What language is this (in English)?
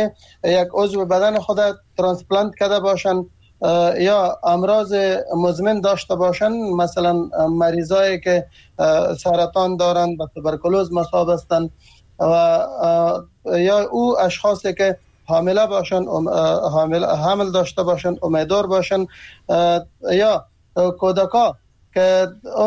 Persian